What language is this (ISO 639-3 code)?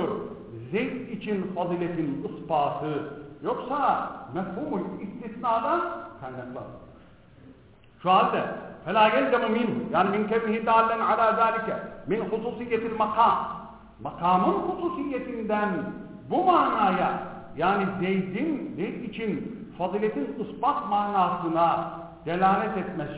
tur